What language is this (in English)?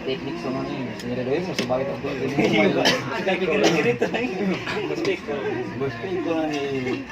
Manado Malay